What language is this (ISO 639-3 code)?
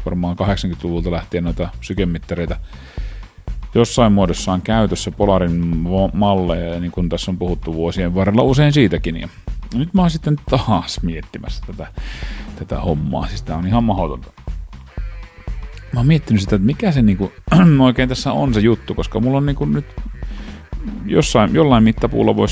fin